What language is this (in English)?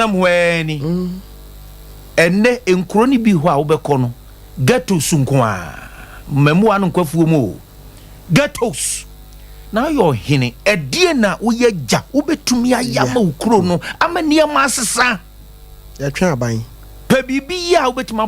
Akan